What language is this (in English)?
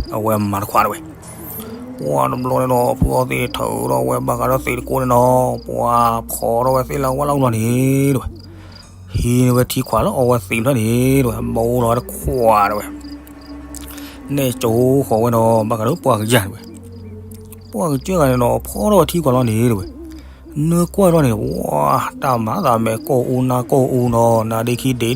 S'gaw Karen